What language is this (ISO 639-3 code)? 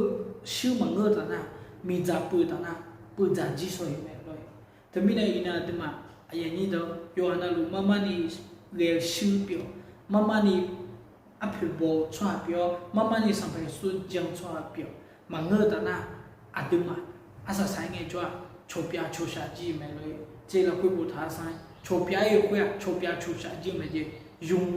ahk